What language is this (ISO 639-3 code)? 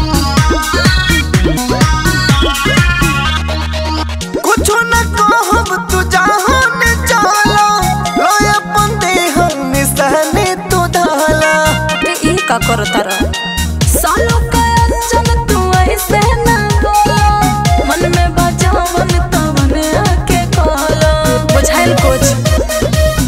bho